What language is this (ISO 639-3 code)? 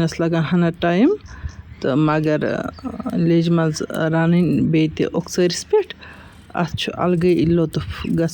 kas